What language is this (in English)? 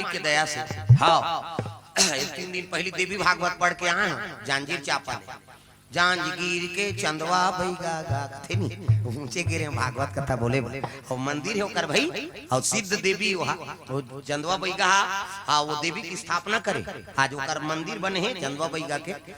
Chhattisgarhi